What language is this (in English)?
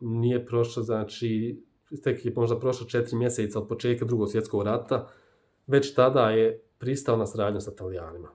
Bosnian